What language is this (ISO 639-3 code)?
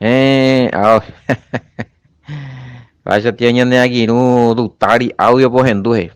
grn